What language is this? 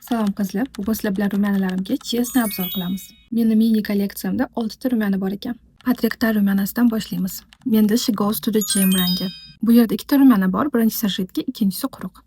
Uzbek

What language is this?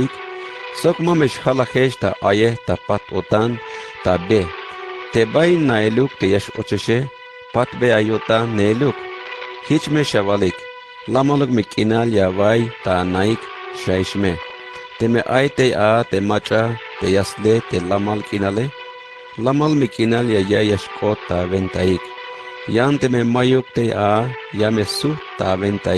Tzeltal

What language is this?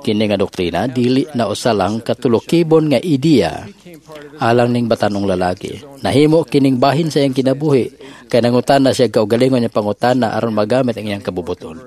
Cebuano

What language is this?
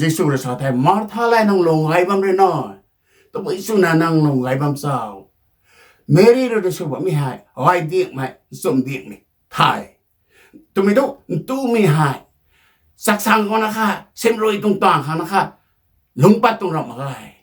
Rongmei Naga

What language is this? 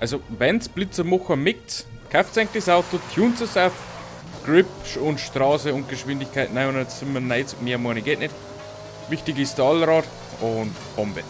Bavarian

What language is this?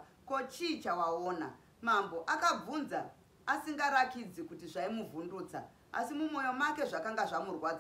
Shona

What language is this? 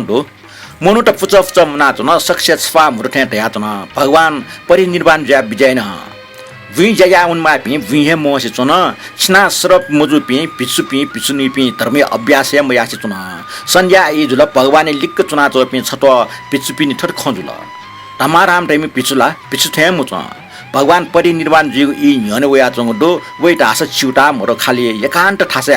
Newari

